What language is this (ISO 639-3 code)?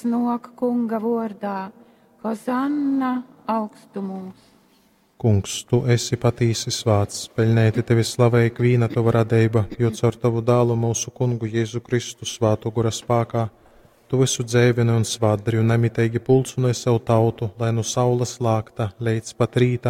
ltg